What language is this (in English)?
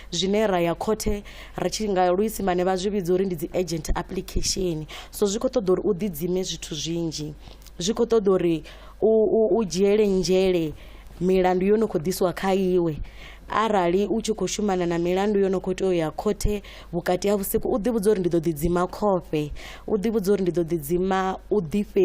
Venda